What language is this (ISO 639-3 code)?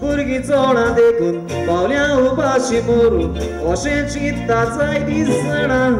kok